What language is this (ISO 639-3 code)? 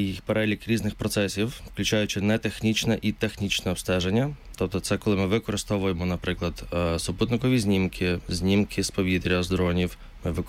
ukr